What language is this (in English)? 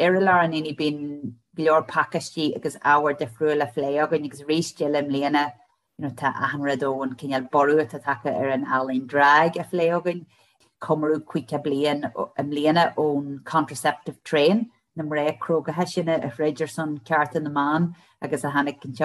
Irish